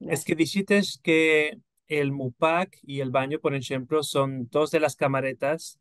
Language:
Ladino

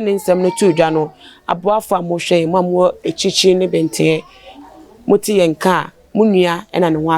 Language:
Akan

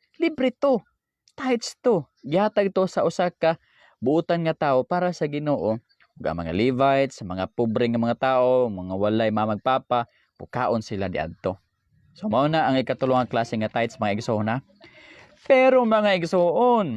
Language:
Cebuano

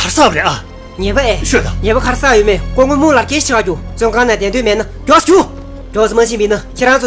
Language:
Tibetan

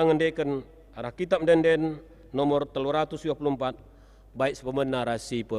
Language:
Batak Karo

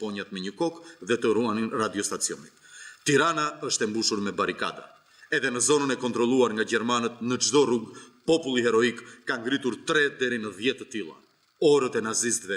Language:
Albanian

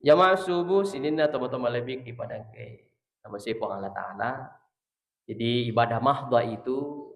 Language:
Buginese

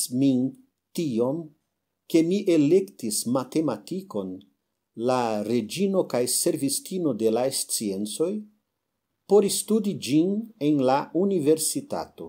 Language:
Esperanto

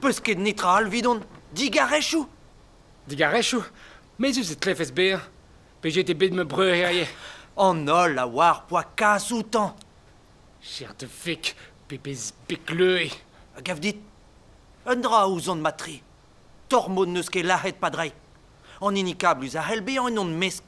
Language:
Breton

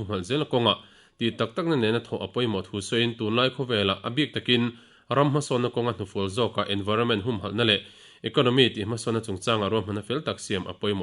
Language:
Mizo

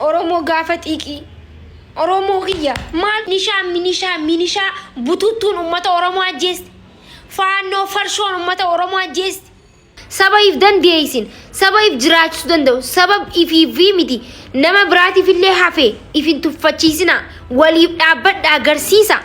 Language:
Oromo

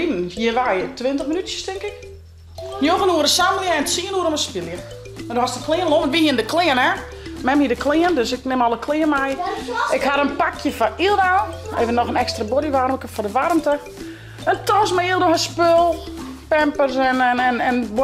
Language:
Western Frisian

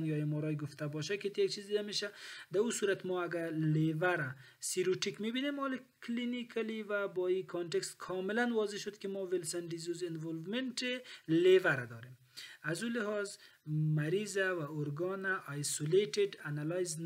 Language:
Persian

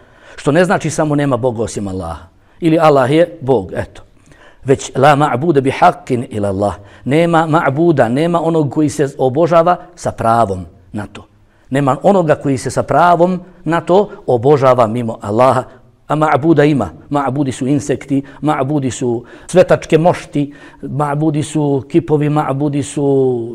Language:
Bosnian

